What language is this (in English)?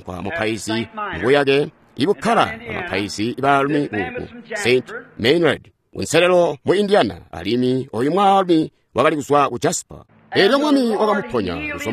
Tonga (Zambia)